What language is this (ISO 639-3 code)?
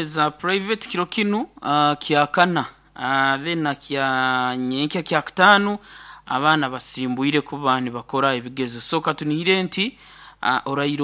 nyo